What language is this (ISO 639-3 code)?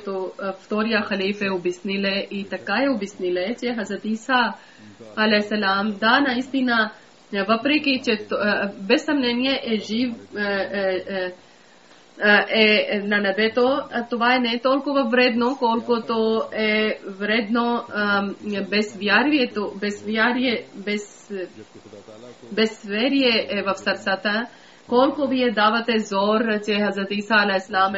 bul